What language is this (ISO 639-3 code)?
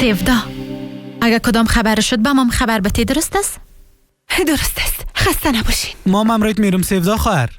fas